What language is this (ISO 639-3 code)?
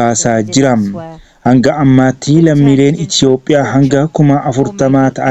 orm